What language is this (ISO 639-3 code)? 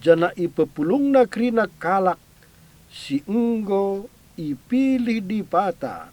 btx